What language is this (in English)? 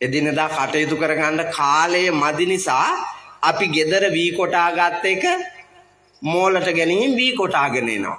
Sinhala